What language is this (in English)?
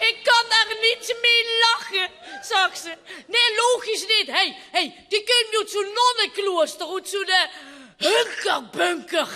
Limburgish